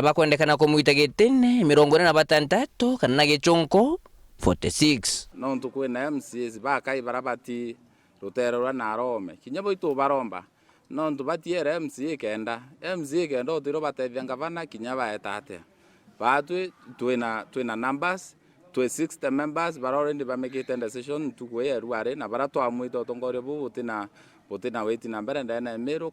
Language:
Meru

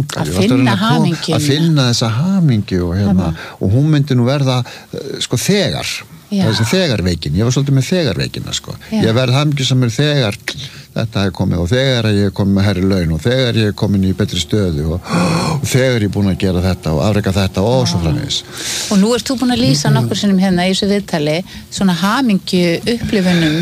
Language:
Icelandic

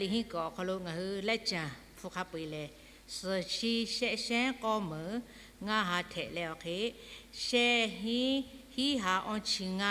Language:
Lahu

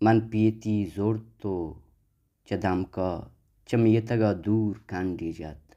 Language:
Baluchi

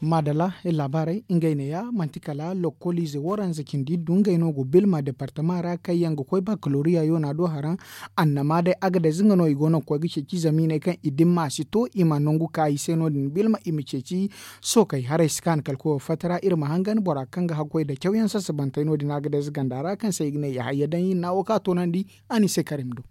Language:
Zarma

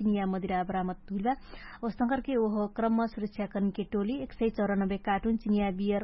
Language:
Dangaura Tharu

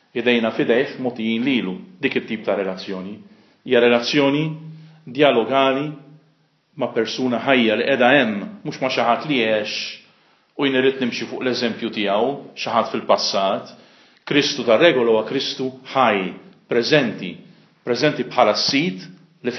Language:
Maltese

